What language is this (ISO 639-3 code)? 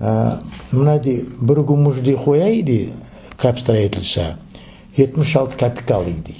crh